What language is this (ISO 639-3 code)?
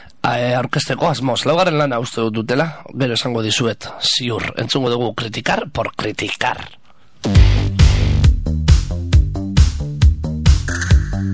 eus